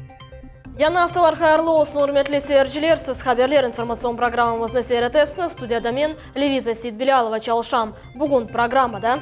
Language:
Crimean Tatar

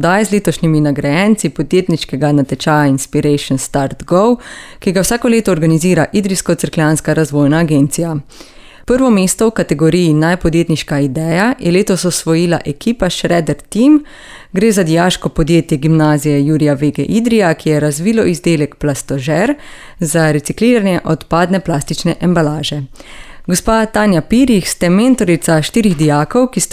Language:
Slovenian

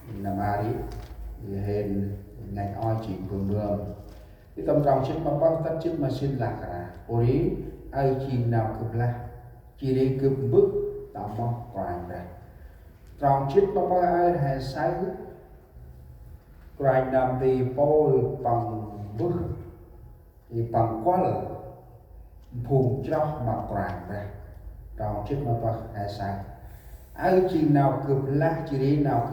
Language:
Central Mnong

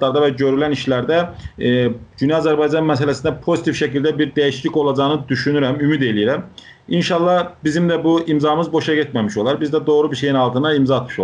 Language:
South Azerbaijani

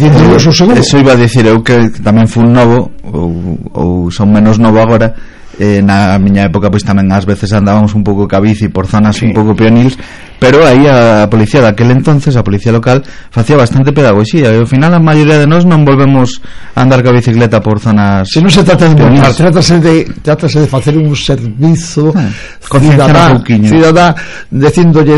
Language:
Galician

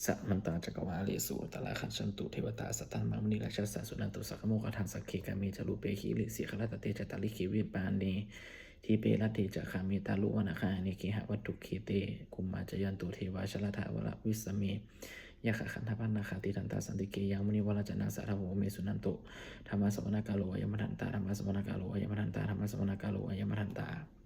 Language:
Pali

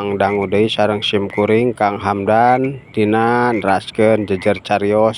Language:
Sundanese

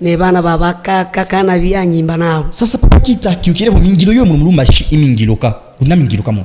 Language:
Luba-Katanga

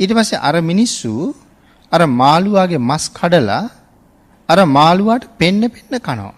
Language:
Sinhala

